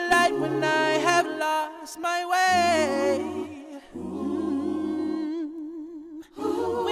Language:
Tahitian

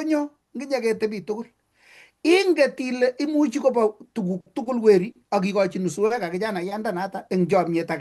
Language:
Kalenjin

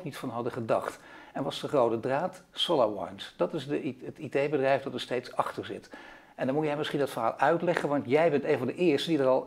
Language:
Dutch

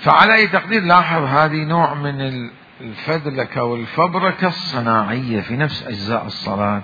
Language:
Mesopotamian Arabic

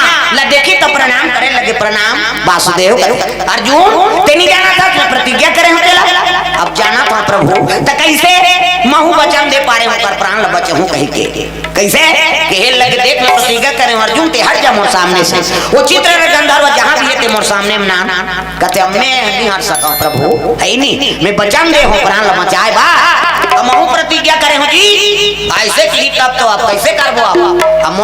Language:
Chhattisgarhi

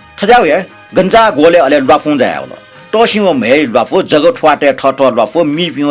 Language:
Newari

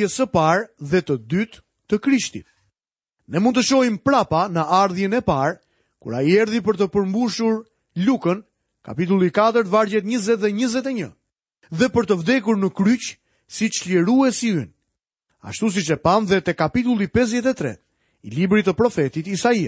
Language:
Albanian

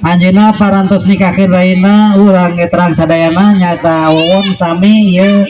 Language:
Sundanese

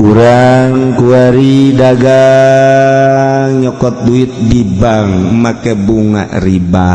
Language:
Sundanese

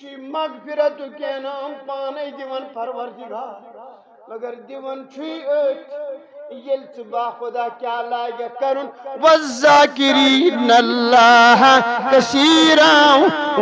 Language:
Kashmiri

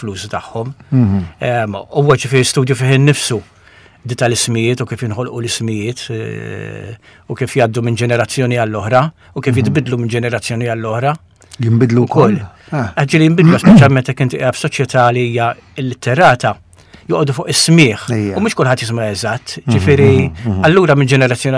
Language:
Maltese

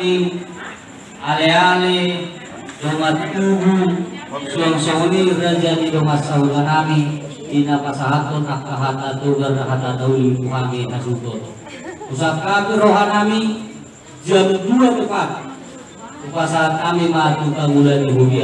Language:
Batak Toba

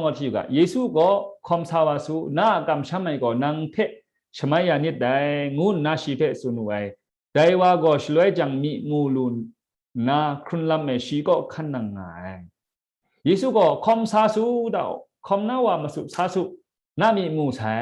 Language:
Kachin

